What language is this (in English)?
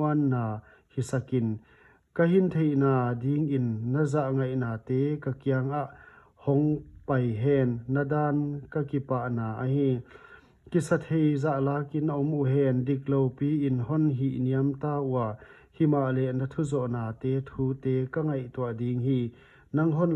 Paite Chin